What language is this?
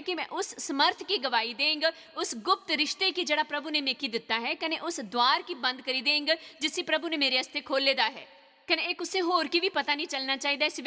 Dogri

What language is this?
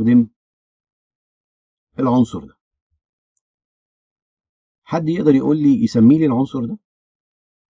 Egyptian Arabic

